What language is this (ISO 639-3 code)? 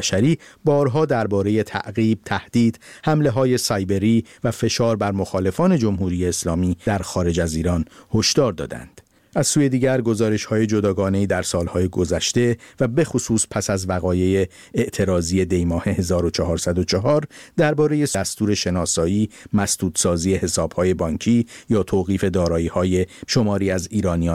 fas